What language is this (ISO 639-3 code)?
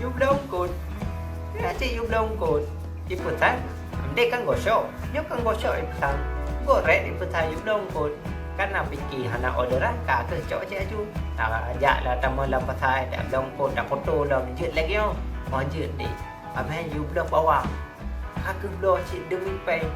ace